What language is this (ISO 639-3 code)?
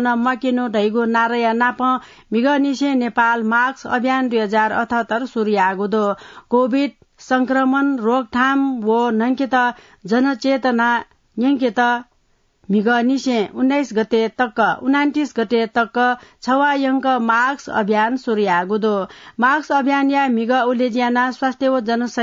new